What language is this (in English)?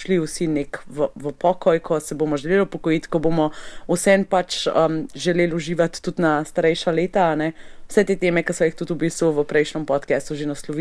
Slovenian